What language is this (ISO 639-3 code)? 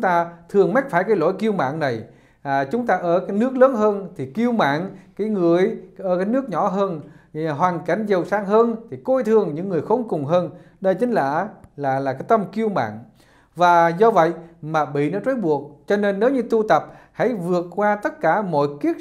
vie